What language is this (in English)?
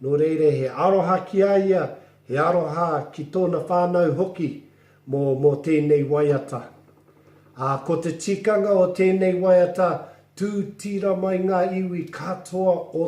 Māori